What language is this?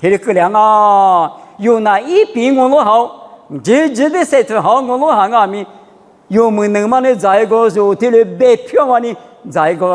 Lisu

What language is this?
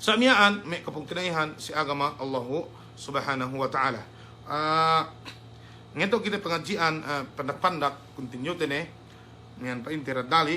Yakan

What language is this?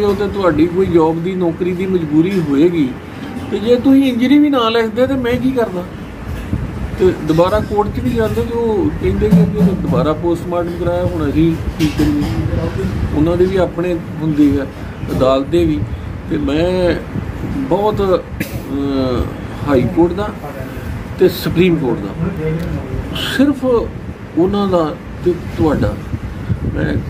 Punjabi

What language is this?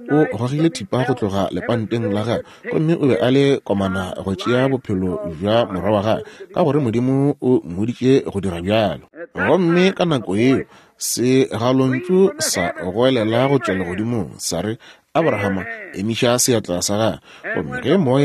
Northern Sotho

